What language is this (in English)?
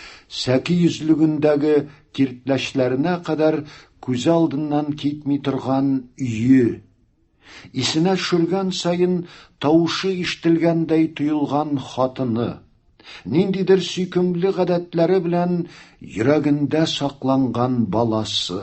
Tatar